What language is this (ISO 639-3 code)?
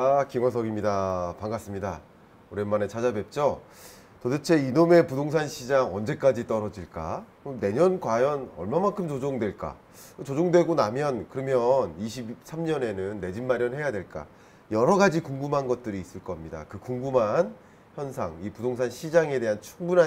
kor